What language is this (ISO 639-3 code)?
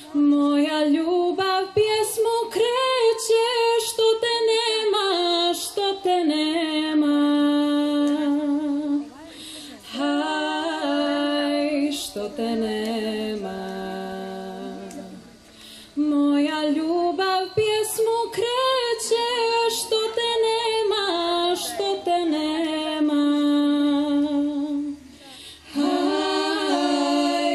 srp